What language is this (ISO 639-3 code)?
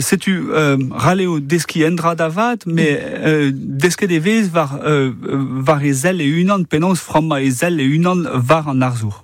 bre